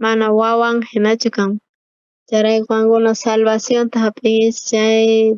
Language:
South Bolivian Quechua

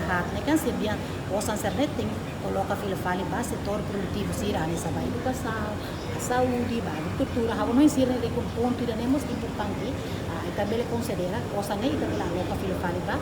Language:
Tetum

